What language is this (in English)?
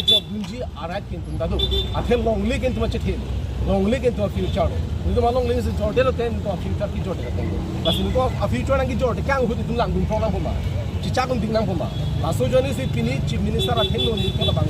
Karbi